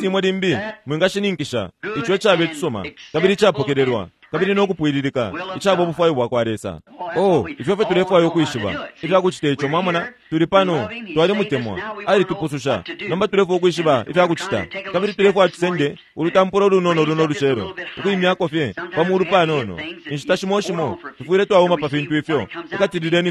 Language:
Bemba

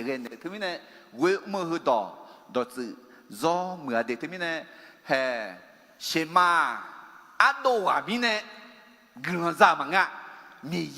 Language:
Akha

